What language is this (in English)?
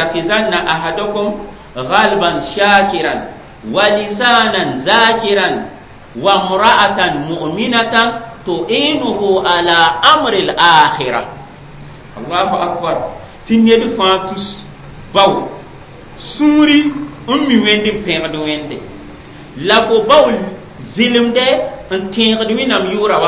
Mossi